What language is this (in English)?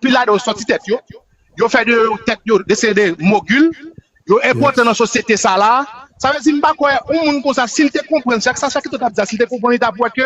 Haitian Creole